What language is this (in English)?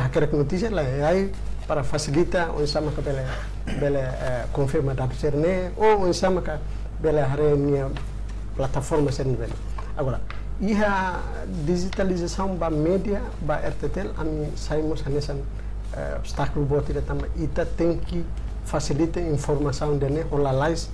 Tetum